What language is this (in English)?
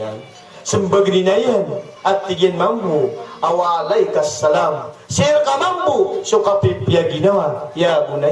Maranao